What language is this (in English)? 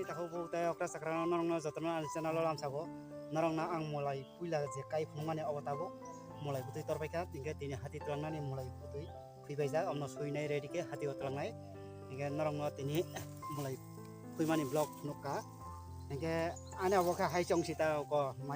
Kok Borok